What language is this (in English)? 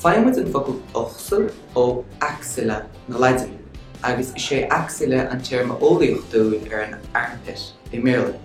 Irish